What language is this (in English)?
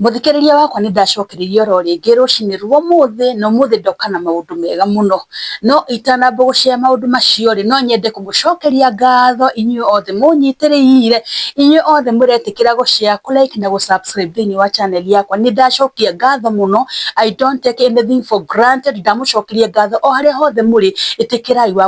Kikuyu